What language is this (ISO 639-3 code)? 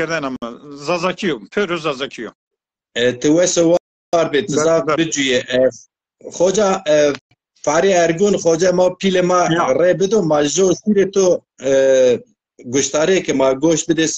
zza